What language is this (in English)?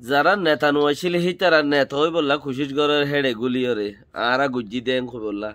Rohingya